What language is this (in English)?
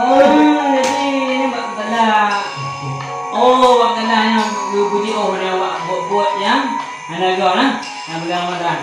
Achinese